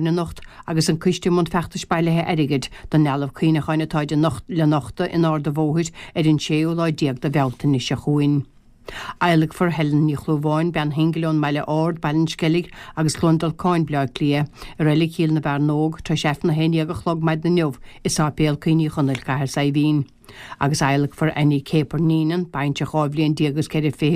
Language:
Irish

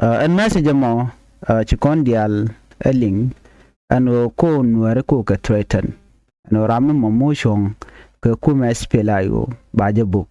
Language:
Nuer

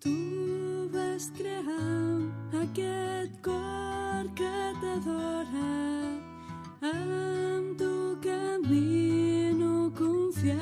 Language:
Catalan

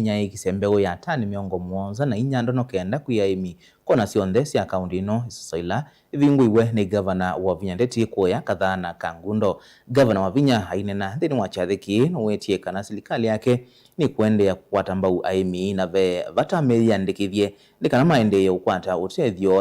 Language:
Kamba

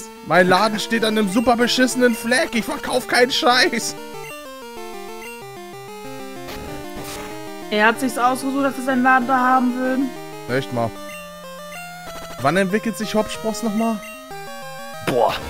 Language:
German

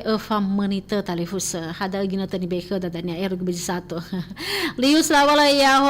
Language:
Nias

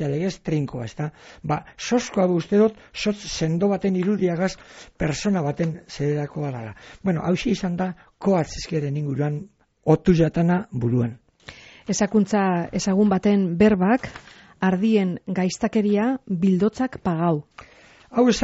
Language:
Basque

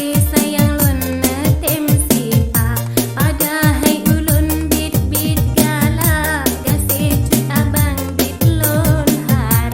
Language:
Achinese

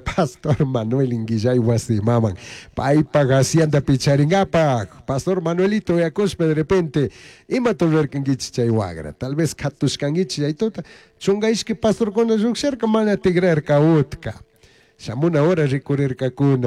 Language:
Chimborazo Highland Quichua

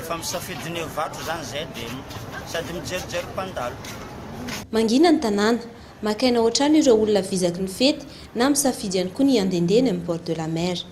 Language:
Malagasy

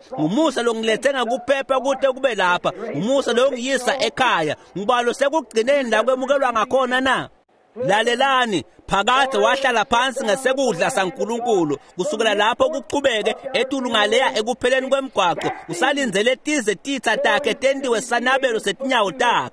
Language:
Swati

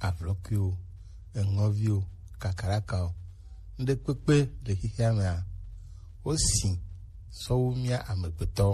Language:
Gen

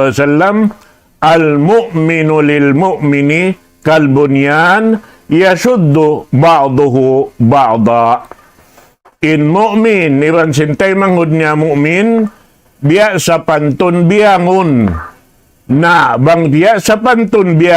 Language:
Tausug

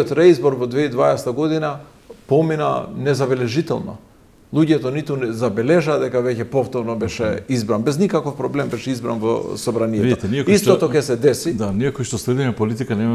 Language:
Macedonian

